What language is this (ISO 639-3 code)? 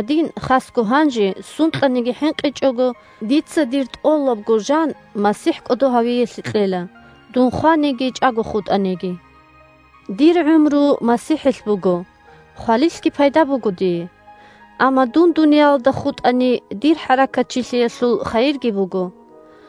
ava